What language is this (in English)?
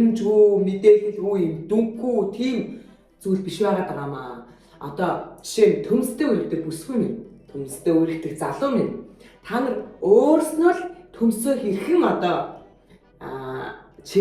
Mongolian